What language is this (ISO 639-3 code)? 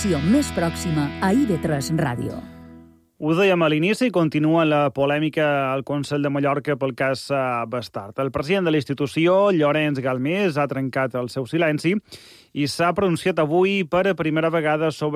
cat